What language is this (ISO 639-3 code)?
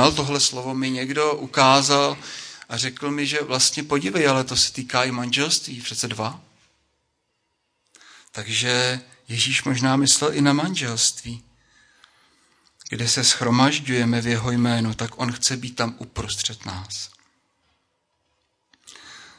ces